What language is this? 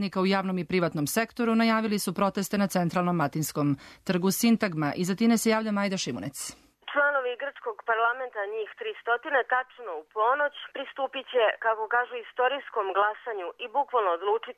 Serbian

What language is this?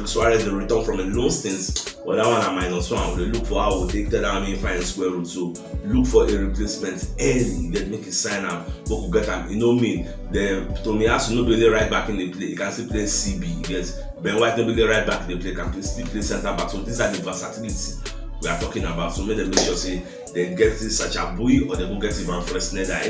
Nigerian Pidgin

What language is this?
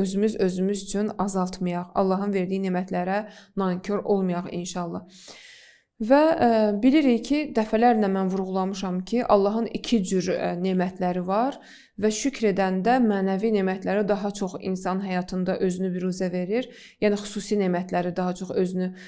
Azerbaijani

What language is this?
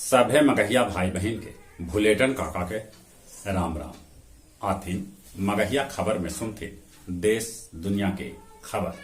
Magahi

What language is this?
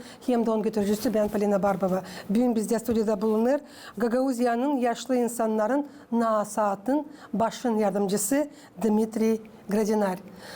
Gagauz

